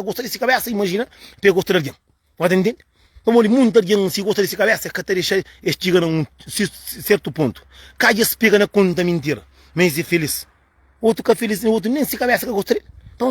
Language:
Kabuverdianu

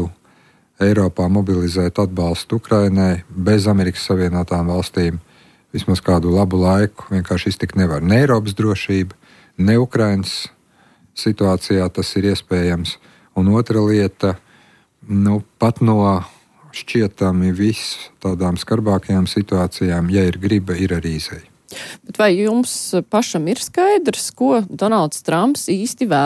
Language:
Latvian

